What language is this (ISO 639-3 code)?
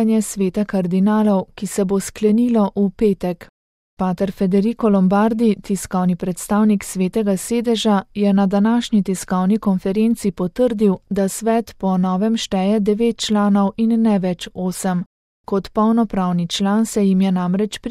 slv